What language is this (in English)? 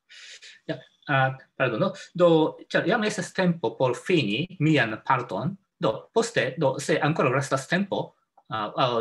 Esperanto